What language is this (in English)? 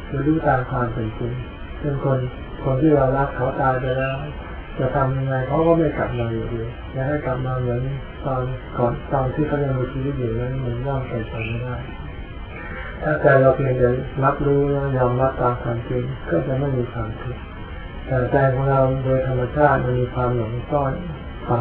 Thai